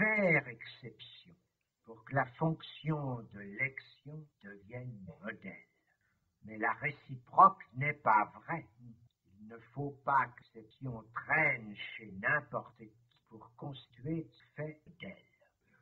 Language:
French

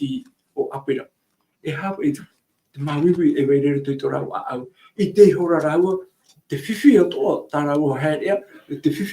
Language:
Tahitian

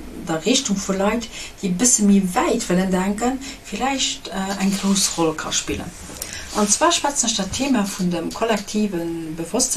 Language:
Luxembourgish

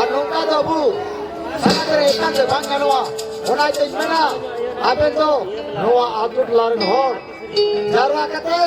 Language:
Santali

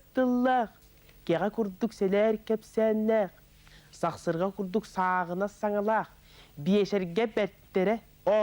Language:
Yakut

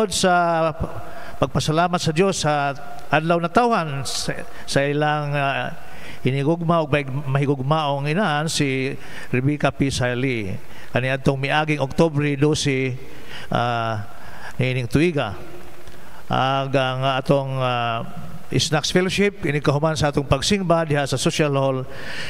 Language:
Cebuano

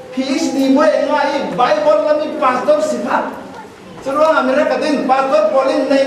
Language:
Falam Chin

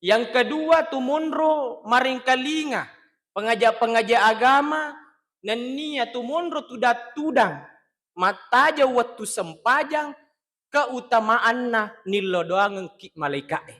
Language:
Buginese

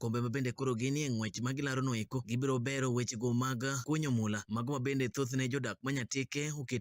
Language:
Luo (Kenya and Tanzania)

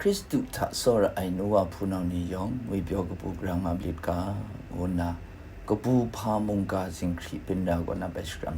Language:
Kachin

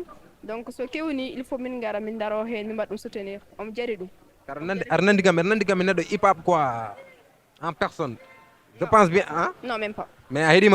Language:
Fula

